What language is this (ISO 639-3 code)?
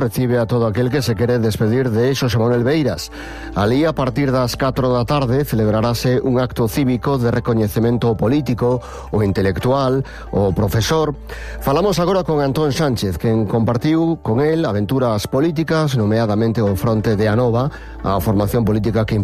glg